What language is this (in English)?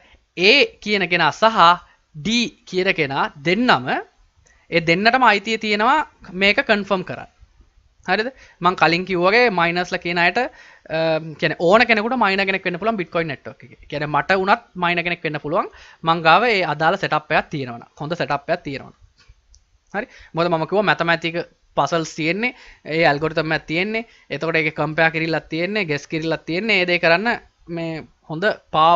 Sinhala